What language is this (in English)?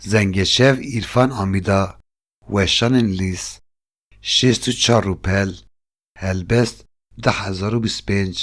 Kurdish